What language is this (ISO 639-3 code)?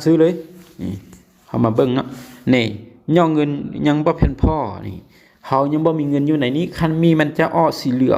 lao